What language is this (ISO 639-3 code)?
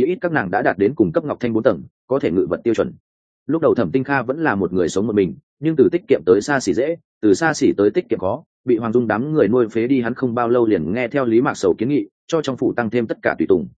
vie